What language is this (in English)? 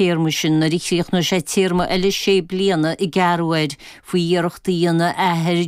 Irish